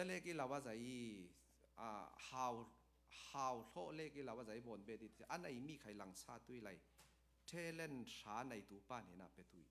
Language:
Falam Chin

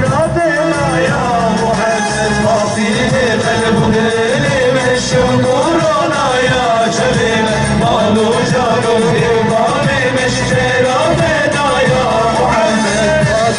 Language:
Kurdish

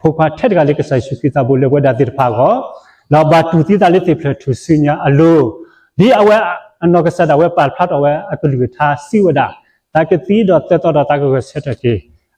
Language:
S'gaw Karen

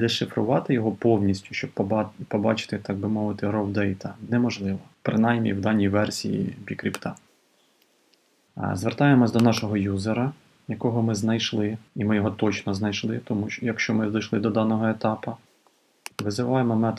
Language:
Ukrainian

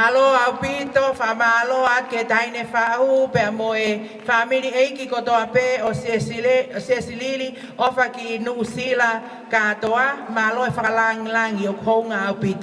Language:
Tongan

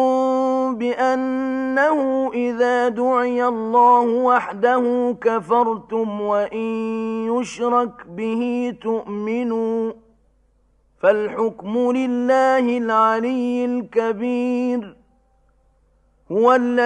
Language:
Arabic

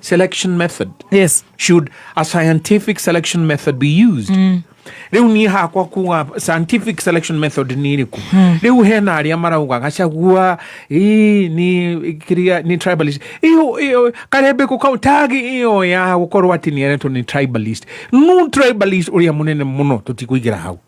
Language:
Kikuyu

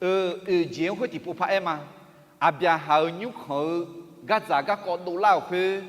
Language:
Akha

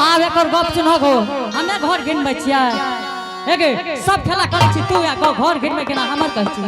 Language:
Angika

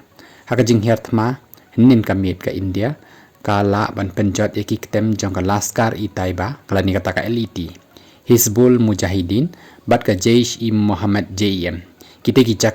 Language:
Khasi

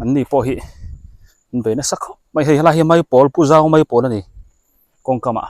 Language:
Biete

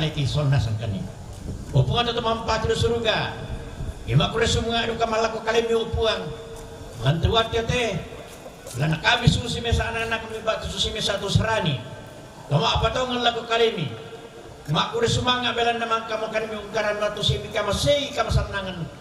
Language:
Toraja-Sa'dan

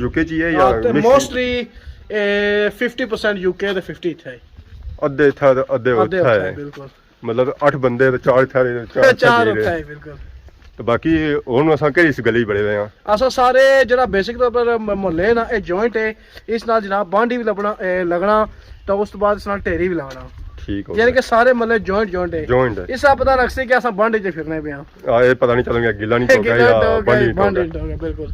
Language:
Pahari-Potwari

